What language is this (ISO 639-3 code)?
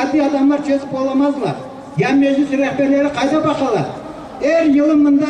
crh